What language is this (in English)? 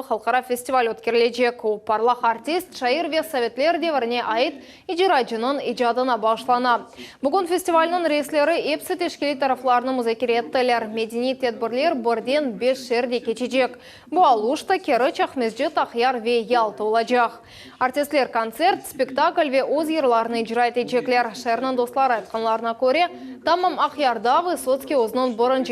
Crimean Tatar